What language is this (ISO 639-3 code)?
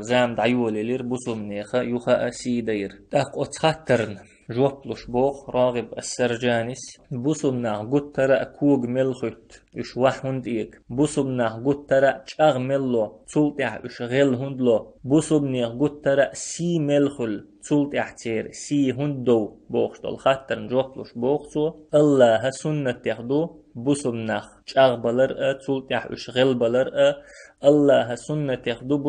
che